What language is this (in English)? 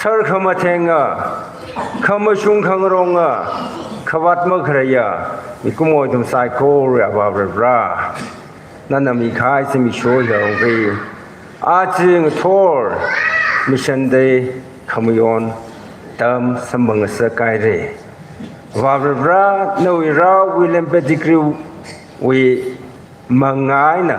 Tangkhul Naga (India)